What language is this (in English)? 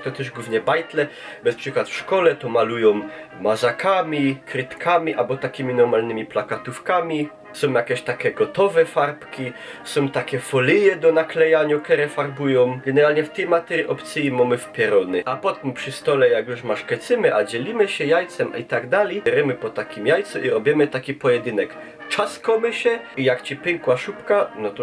Silesian